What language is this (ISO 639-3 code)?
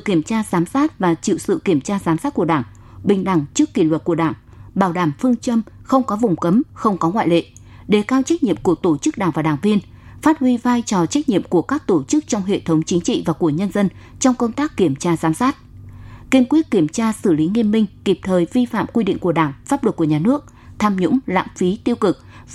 vie